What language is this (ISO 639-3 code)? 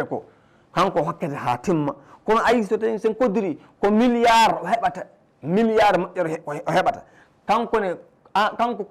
ful